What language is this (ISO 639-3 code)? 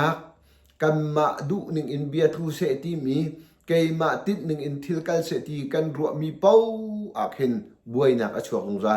cnh